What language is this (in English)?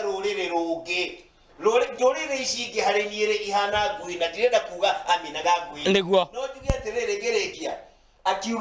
Kikuyu